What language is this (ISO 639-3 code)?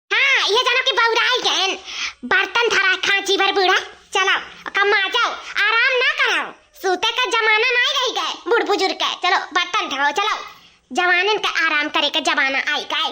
awa